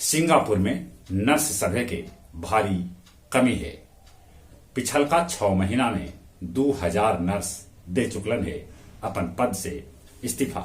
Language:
Magahi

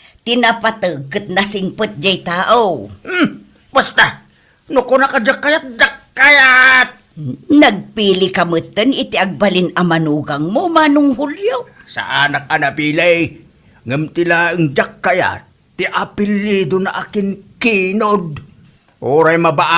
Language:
Iloko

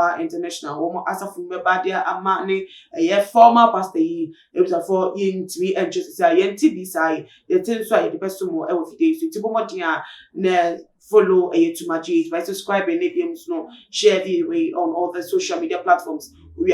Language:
Akan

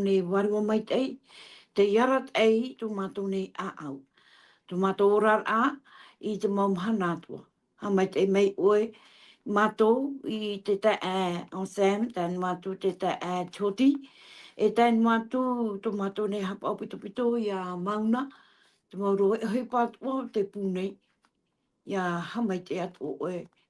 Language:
Tahitian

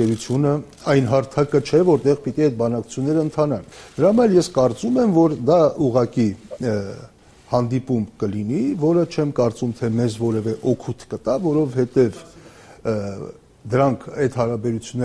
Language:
Armenian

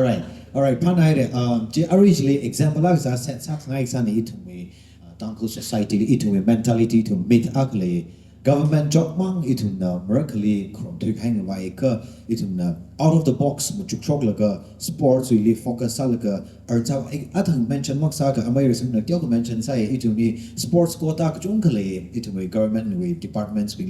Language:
Tangkhul Naga (India)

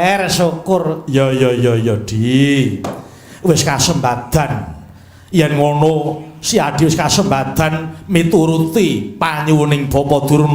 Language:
Javanese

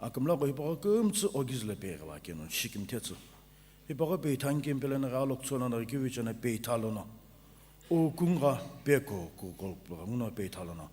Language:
Sumi Naga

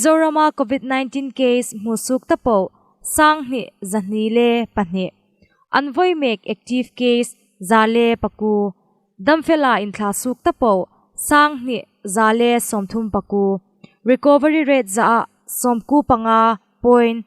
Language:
Hmar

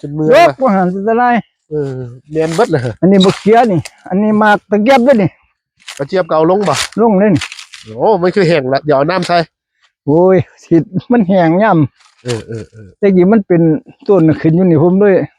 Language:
Northeastern Thai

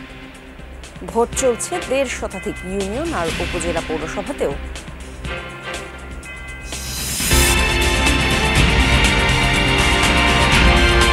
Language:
Bangla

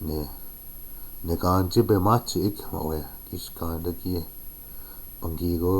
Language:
Chippewa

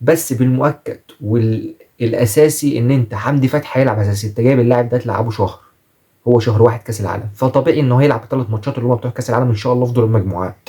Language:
Egyptian Arabic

